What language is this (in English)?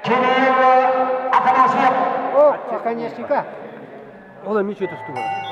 Yakut